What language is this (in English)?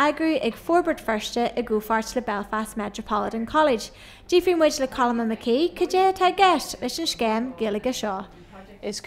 Irish